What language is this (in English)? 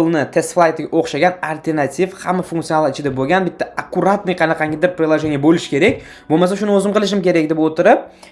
Uzbek